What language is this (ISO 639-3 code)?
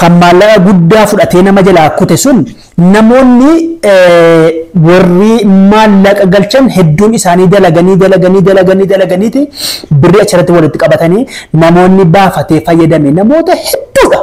orm